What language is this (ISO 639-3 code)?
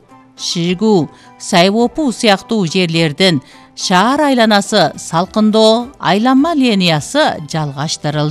kir